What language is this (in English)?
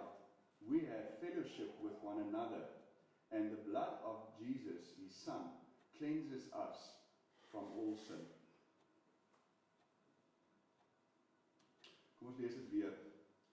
Afrikaans